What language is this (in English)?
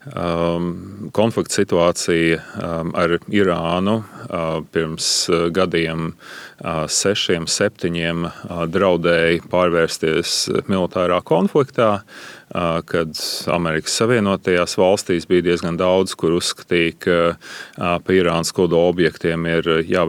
Latvian